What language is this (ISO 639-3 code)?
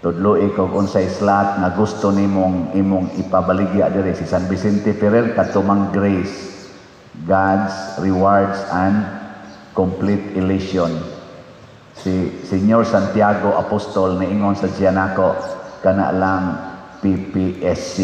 ceb